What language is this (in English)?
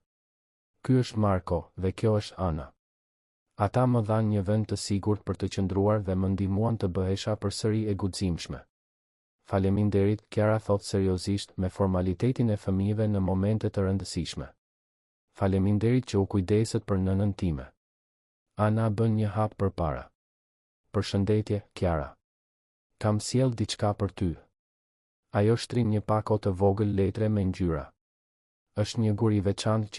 Albanian